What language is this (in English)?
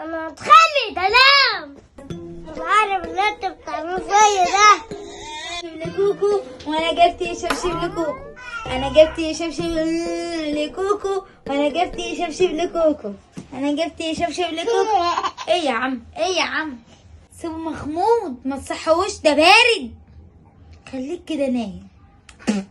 Egyptian Arabic